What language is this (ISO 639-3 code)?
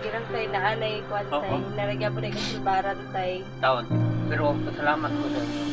ceb